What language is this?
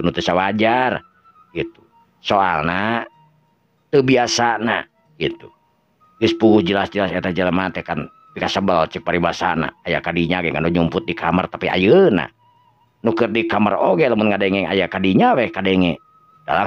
Sundanese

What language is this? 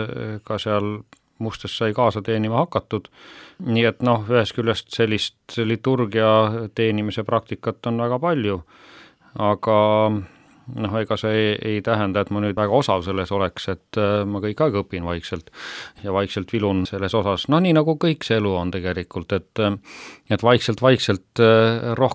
Estonian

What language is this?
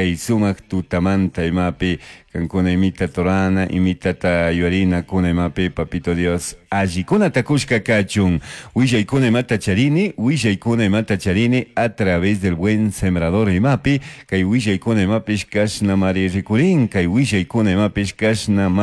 Chimborazo Highland Quichua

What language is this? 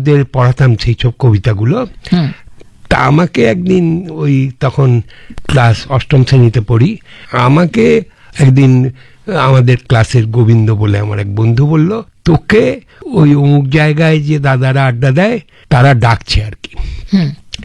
Bangla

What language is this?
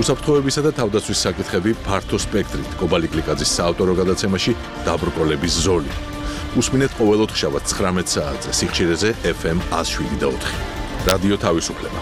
Georgian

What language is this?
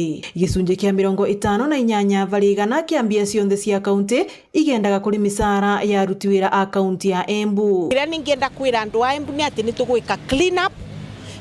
Meru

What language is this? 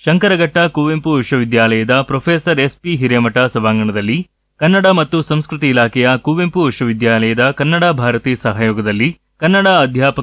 Kannada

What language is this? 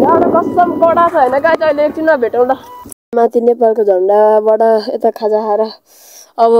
Nepali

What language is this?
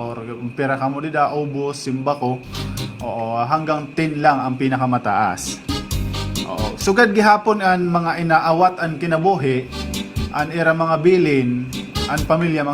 Waray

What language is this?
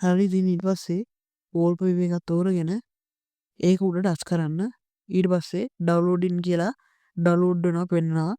Sinhala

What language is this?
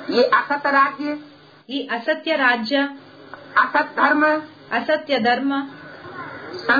Kannada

